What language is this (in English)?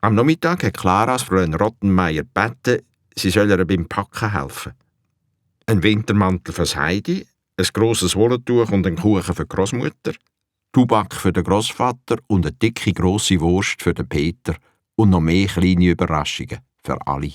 Swiss German